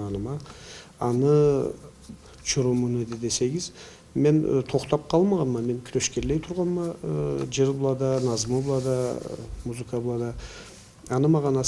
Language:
Karachay-Balkar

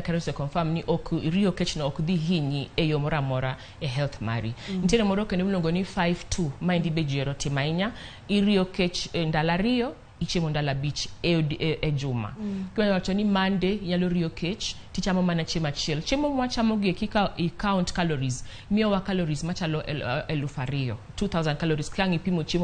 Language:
Luo (Kenya and Tanzania)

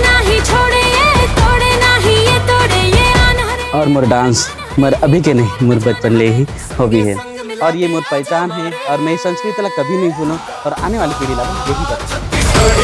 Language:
Chhattisgarhi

